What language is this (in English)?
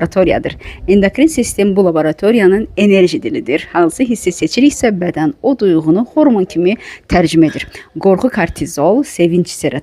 Azerbaijani